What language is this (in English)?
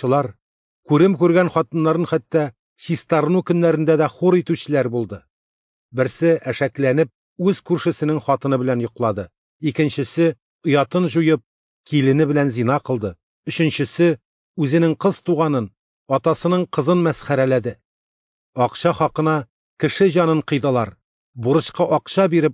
Tatar